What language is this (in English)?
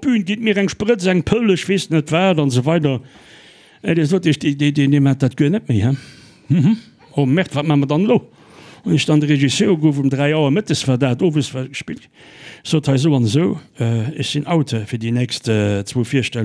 Luxembourgish